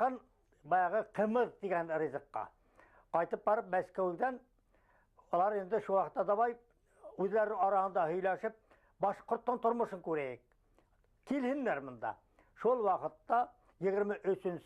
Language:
Bashkir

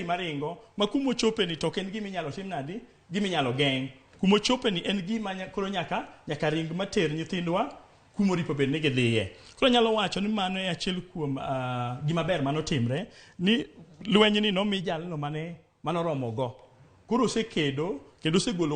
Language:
Luo (Kenya and Tanzania)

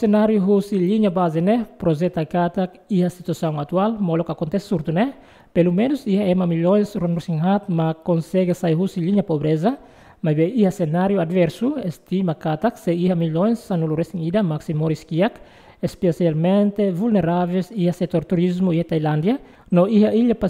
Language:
Tetum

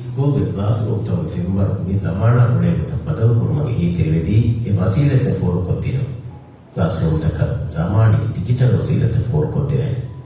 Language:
Divehi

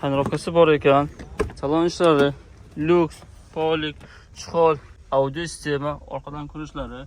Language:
Uzbek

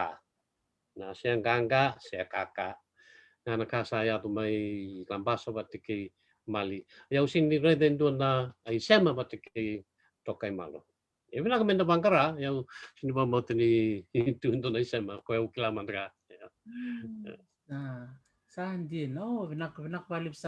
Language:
Fijian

